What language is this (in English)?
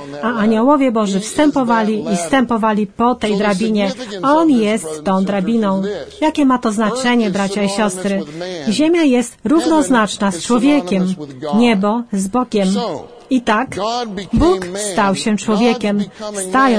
Polish